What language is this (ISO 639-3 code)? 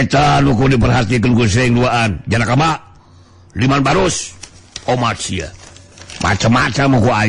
sun